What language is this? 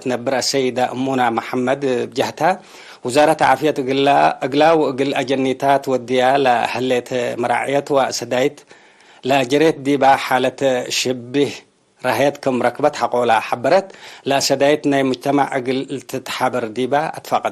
Tigre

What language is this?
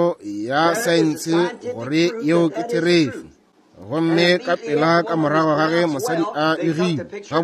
Northern Sotho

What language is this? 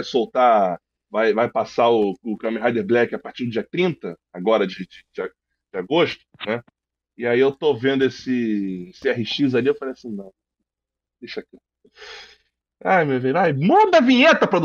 Portuguese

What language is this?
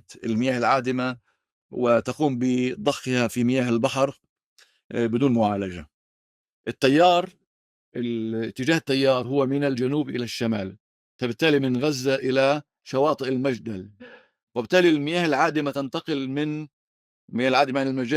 North Levantine Arabic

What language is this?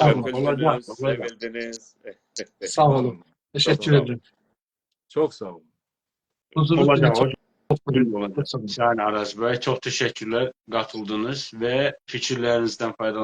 South Azerbaijani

